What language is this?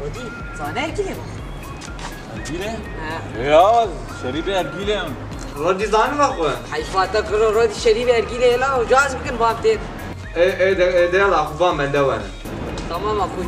Kurdish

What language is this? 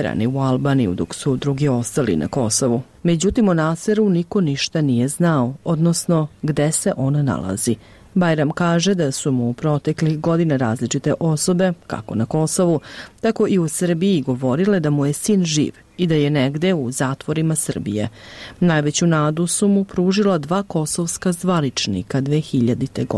Serbian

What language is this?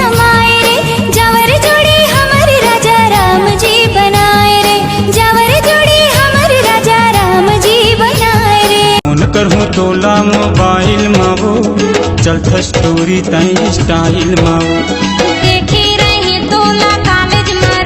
Chhattisgarhi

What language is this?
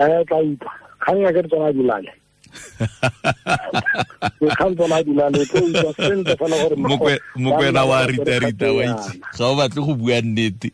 Tswana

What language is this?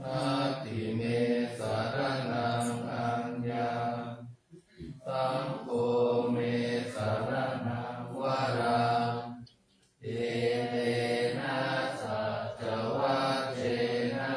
Pali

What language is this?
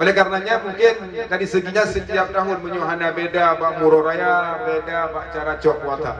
Achinese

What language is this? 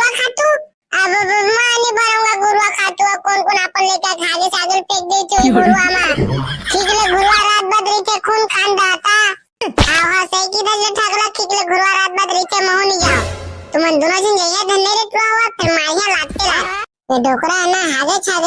Chhattisgarhi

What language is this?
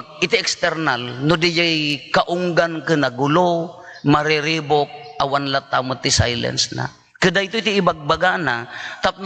Iloko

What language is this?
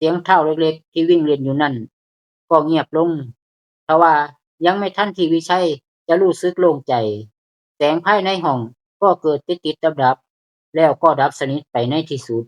Lao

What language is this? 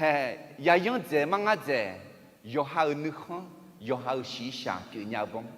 Akha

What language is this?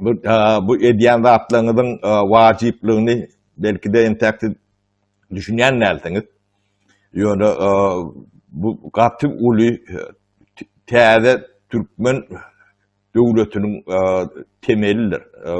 Turkmen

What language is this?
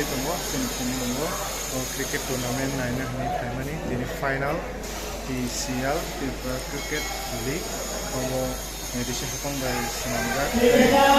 Kok Borok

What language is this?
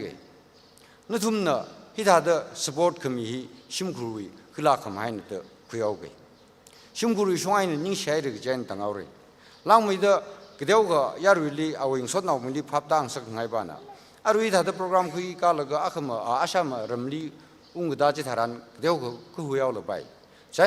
Tangkhul Naga (India)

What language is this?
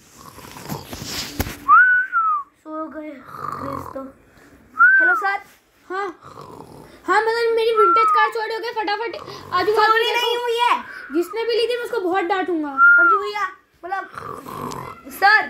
Hindi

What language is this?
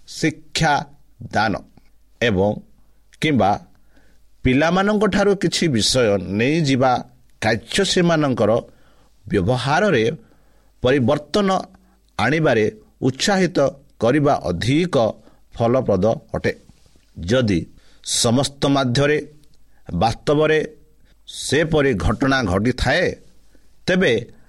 Odia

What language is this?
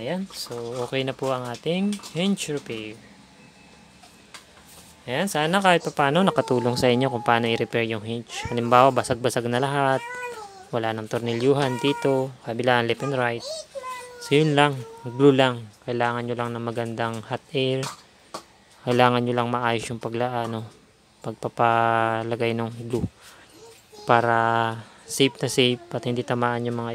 Filipino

